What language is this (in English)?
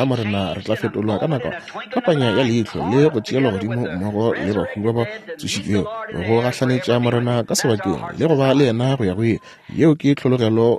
Northern Sotho